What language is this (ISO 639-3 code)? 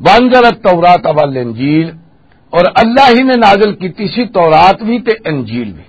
lah